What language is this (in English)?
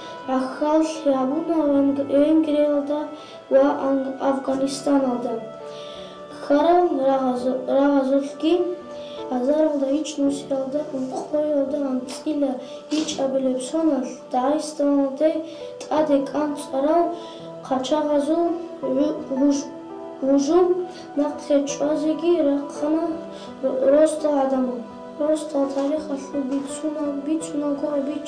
Avaric